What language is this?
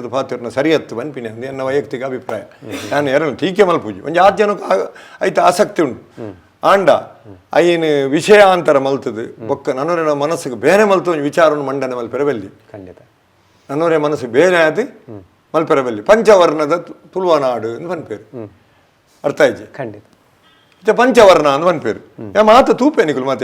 Tulu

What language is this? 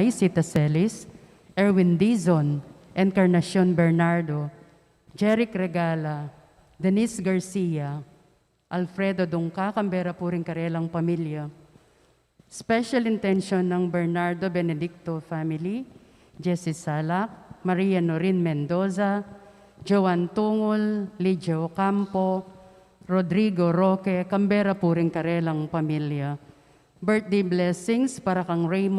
Pampanga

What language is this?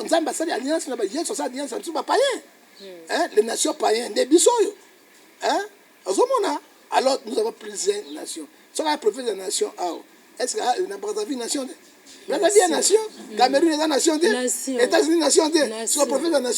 Lingala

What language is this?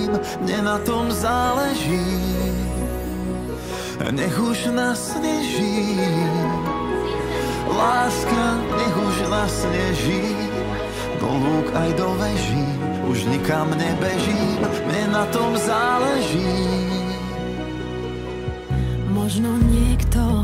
Slovak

